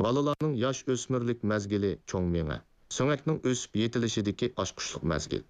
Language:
Uyghur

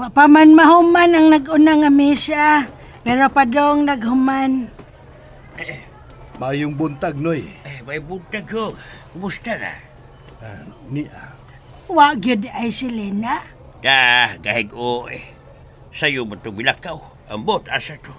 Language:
Cebuano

